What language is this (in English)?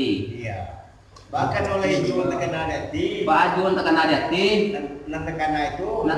Minangkabau